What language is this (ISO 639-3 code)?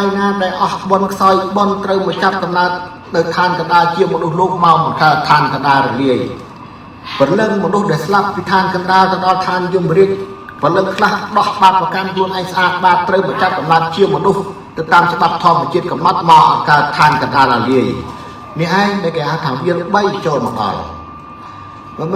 khm